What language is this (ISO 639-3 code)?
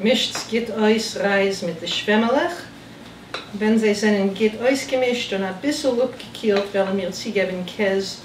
yid